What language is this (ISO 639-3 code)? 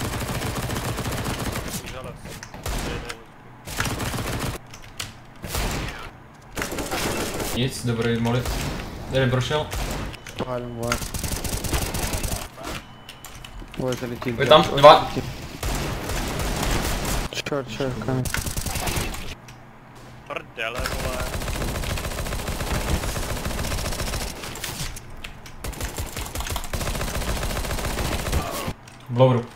ces